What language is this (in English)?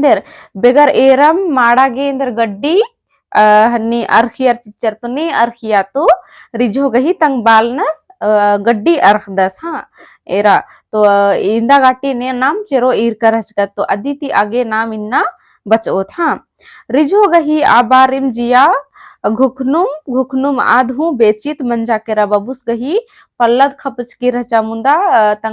Kurukh